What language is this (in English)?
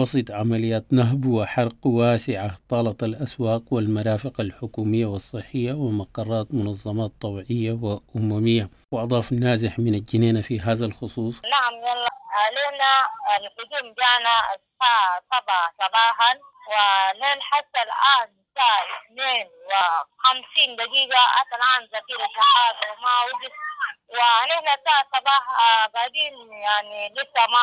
Sudanese Arabic